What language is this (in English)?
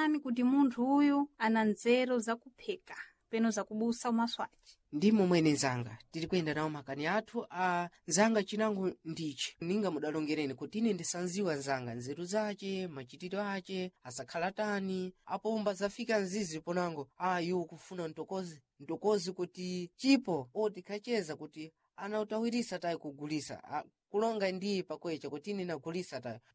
Sena